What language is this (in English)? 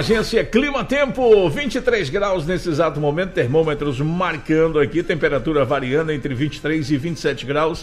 Portuguese